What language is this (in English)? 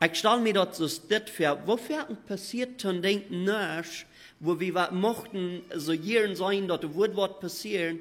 Plautdietsch